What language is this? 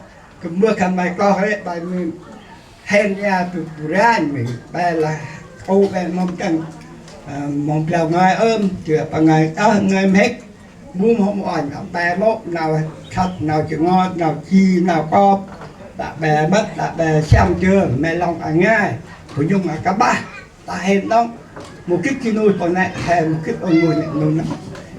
Central Mnong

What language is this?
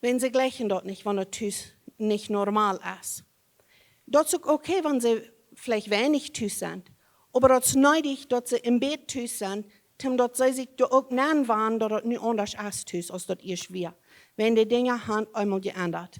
Plautdietsch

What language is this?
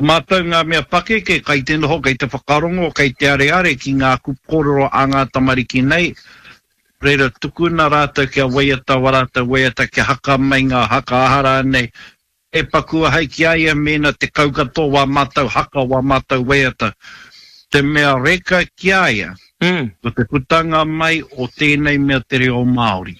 Māori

